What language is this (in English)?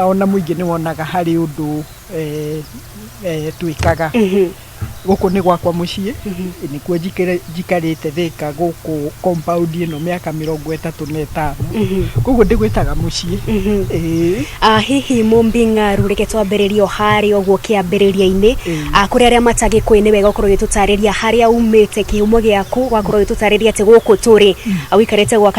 Kikuyu